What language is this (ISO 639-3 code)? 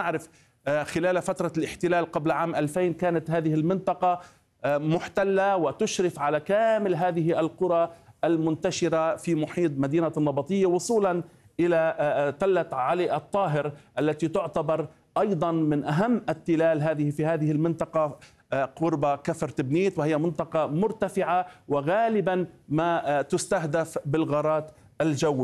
ara